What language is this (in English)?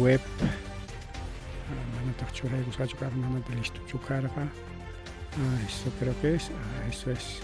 Ayacucho Quechua